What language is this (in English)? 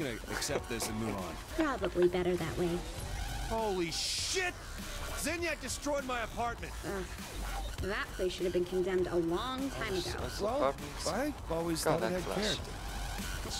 Swiss German